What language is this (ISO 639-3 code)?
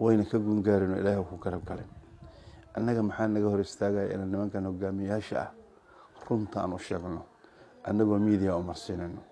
som